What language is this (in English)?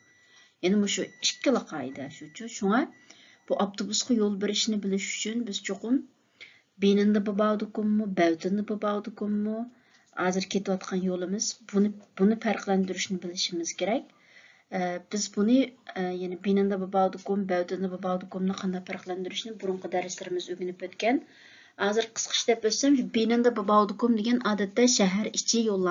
Uyghur